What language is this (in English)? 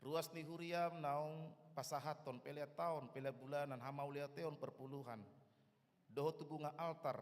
Batak Toba